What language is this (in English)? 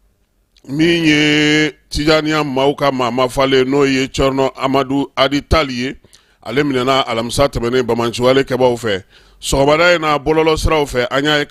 Bambara